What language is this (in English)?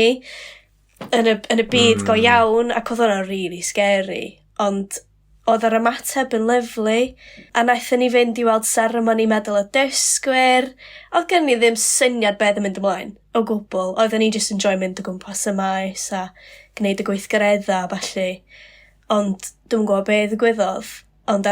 Welsh